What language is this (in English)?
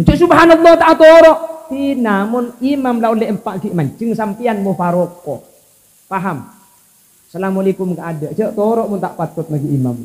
Madurese